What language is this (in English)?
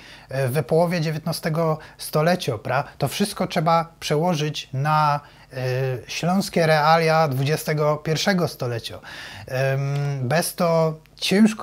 Silesian